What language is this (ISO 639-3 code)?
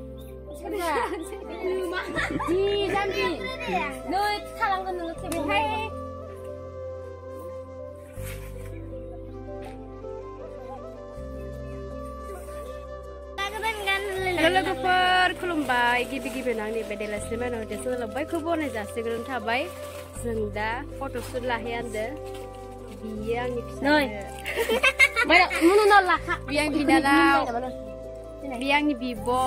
brx